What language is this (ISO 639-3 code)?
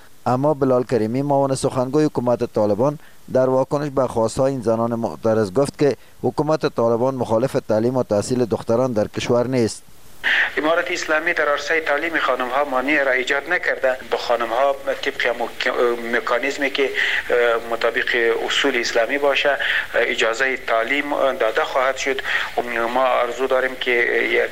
fas